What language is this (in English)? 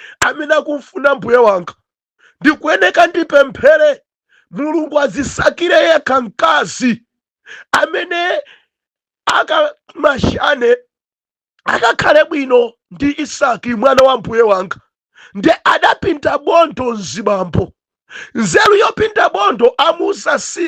Nyanja